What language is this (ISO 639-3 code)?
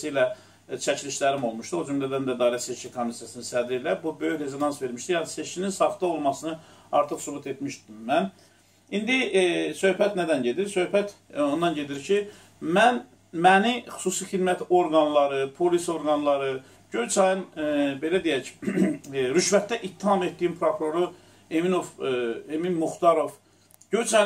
aze